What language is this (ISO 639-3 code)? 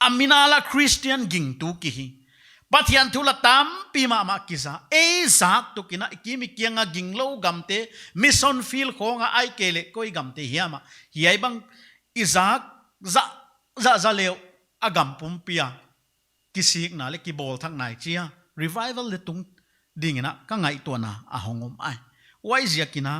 pck